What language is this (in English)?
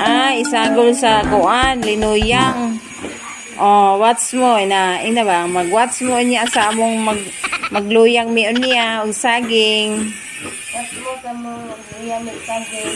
Cebuano